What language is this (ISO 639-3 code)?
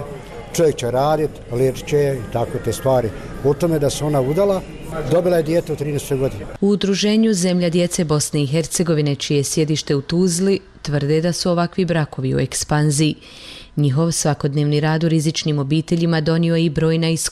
bos